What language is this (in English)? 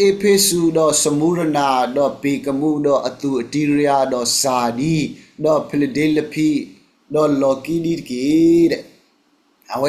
S'gaw Karen